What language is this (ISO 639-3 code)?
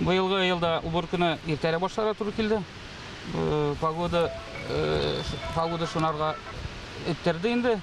tat